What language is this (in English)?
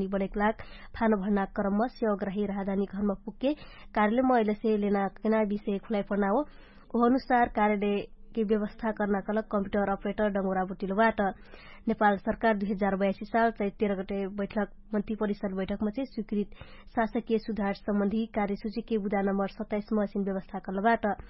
Dangaura Tharu